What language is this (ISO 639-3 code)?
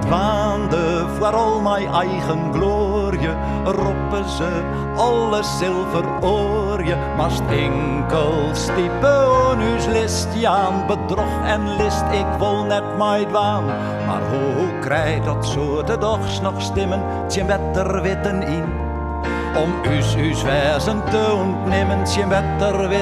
fry